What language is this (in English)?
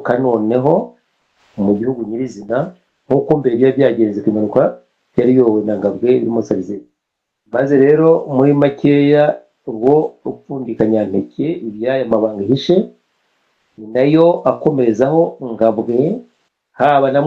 Kinyarwanda